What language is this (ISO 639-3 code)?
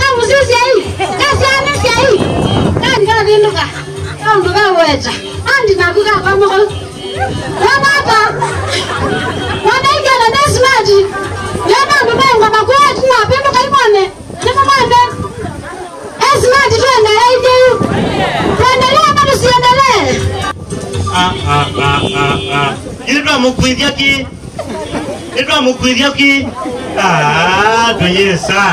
swa